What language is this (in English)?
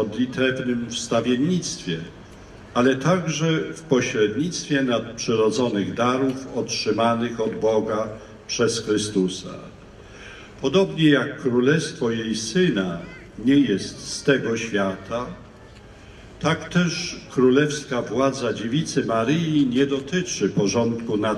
Polish